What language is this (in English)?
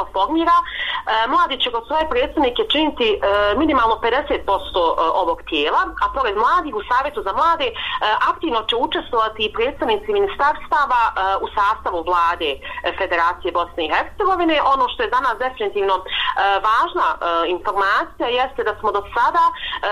Bosnian